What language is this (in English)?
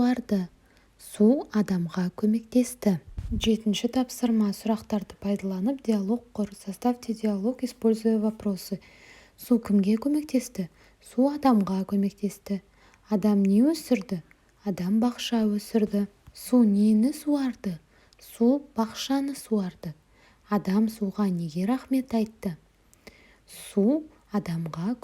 Kazakh